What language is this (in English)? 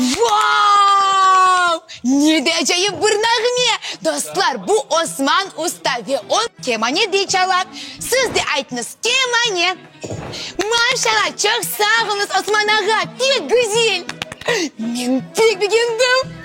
Crimean Tatar